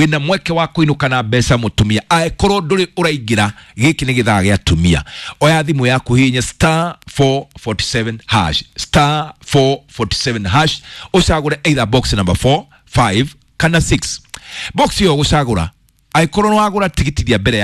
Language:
Kikuyu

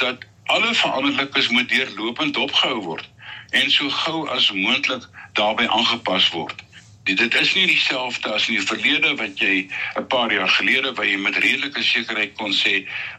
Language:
Afrikaans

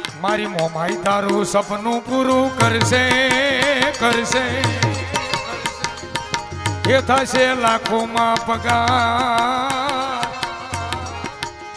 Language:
Gujarati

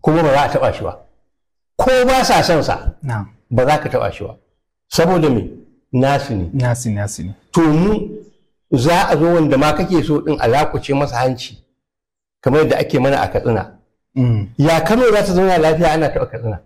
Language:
Hausa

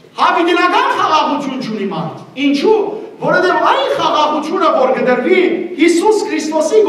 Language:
Western Armenian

